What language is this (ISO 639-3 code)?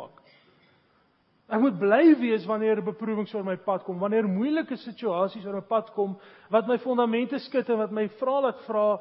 afr